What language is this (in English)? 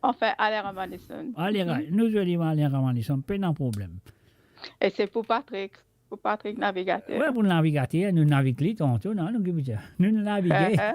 Morisyen